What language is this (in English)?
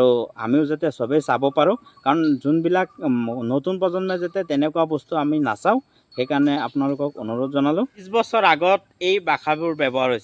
Assamese